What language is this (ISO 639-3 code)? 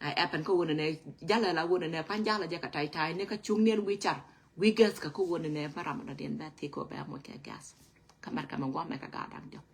nus